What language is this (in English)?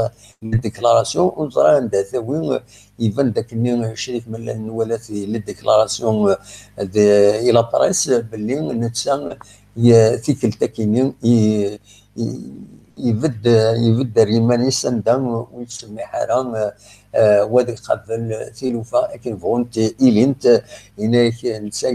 Kabyle